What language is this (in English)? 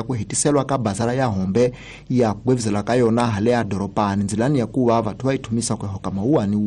Tsonga